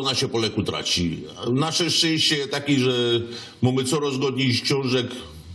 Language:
Silesian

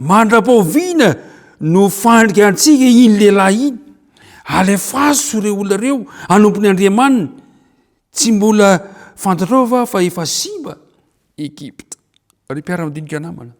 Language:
Malagasy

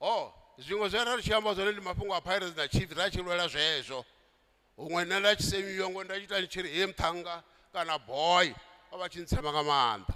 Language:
Venda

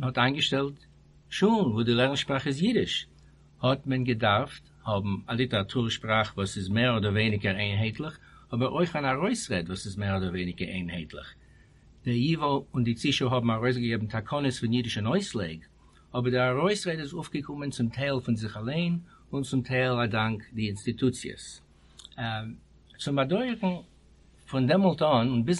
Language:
Yiddish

